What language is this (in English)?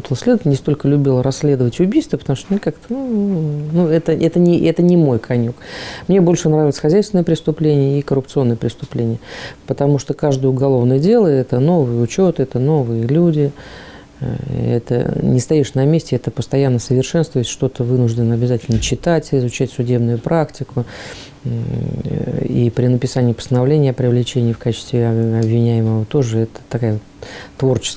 Russian